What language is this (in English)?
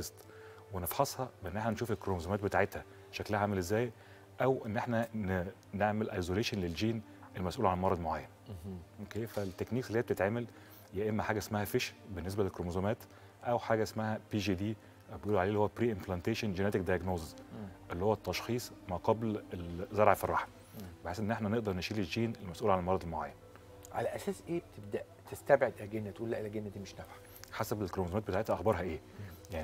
Egyptian Arabic